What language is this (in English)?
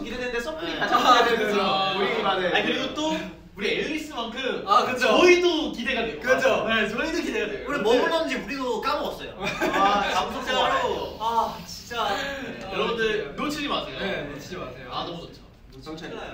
Korean